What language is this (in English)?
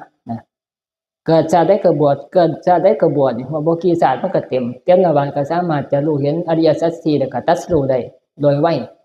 Northeastern Thai